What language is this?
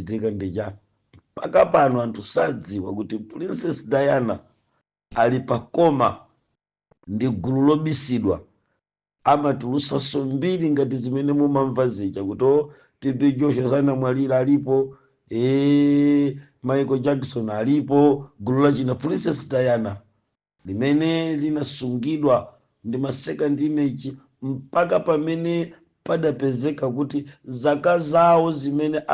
Nyanja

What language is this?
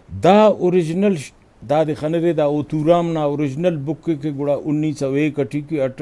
Brahui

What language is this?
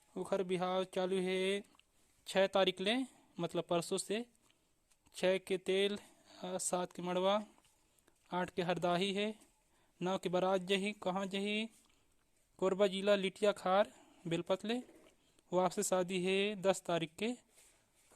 Chhattisgarhi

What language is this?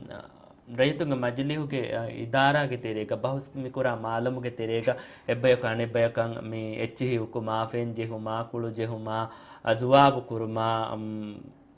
Divehi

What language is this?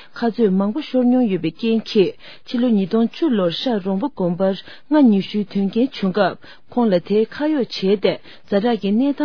Tibetan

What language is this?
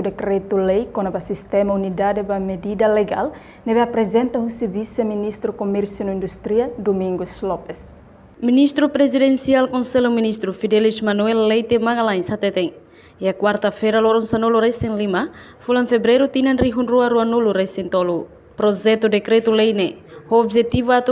Tetum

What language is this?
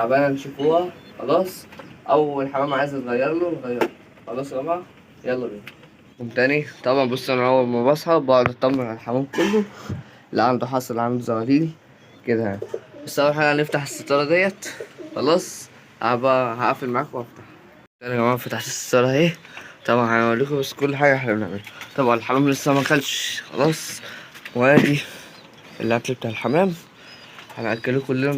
Egyptian Arabic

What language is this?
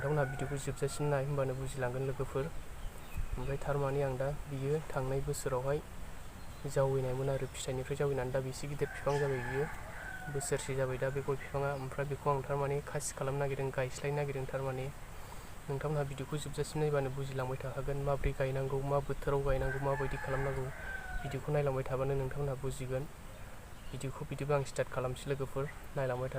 Bodo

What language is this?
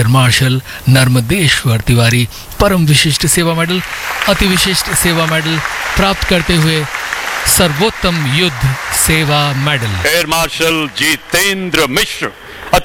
Hindi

